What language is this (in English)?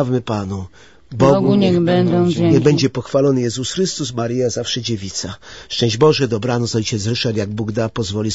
Polish